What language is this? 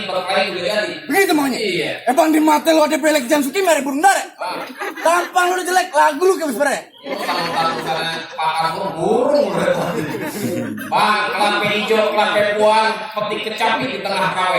Betawi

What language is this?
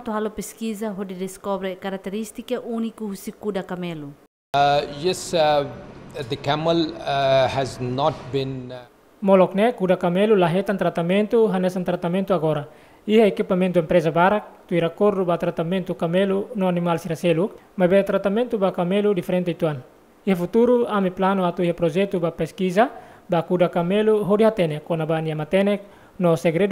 Tetum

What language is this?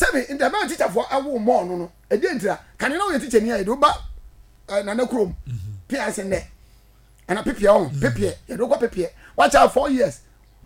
Akan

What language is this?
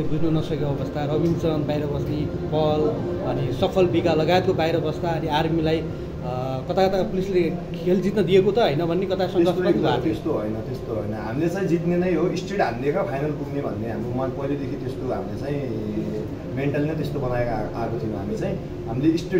Nepali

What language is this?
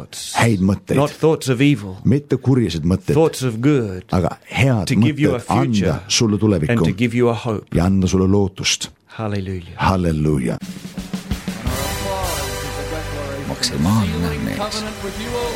Estonian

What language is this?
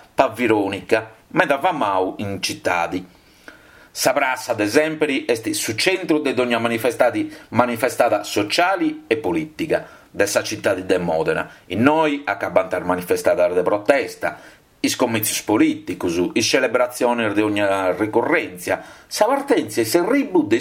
Sardinian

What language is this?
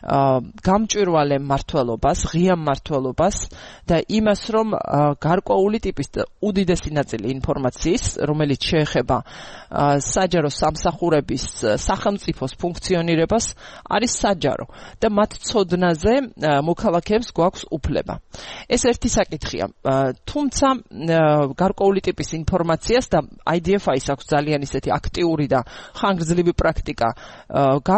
Georgian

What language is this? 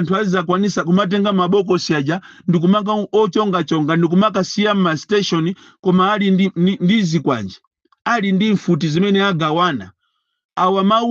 Nyanja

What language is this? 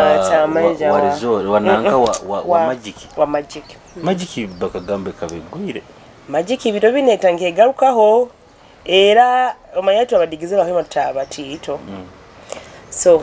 Nyoro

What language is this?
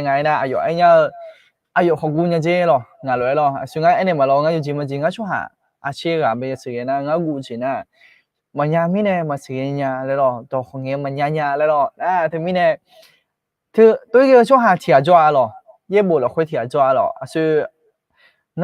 Akha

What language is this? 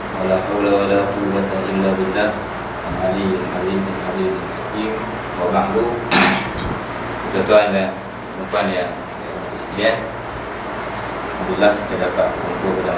Malay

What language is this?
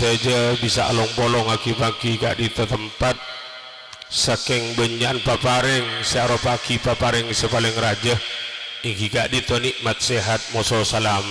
Madurese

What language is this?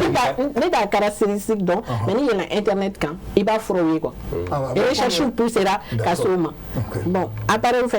Bambara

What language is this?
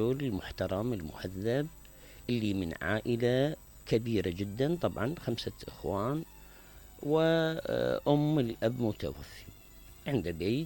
Mesopotamian Arabic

